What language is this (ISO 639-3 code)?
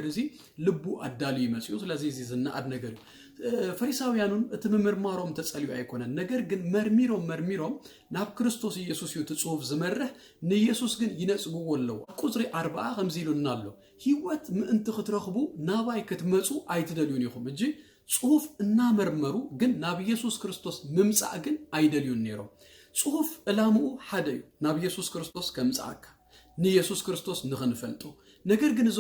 tir